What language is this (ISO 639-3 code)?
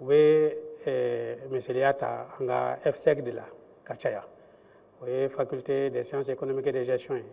bam